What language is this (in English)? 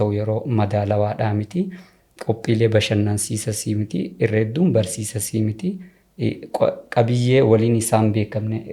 Oromo